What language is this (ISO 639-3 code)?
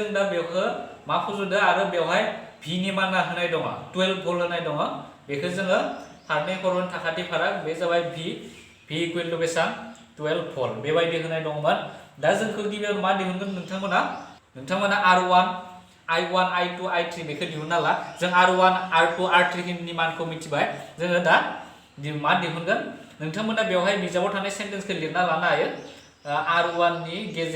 brx